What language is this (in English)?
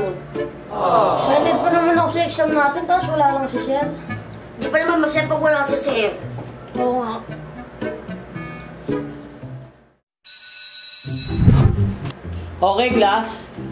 Filipino